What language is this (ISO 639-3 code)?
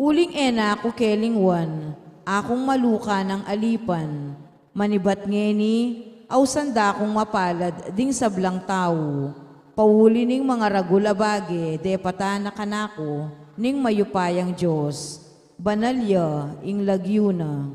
pam